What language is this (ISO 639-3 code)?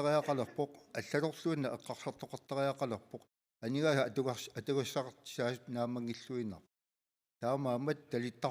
kal